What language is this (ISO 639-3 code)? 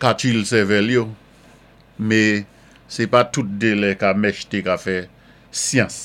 acf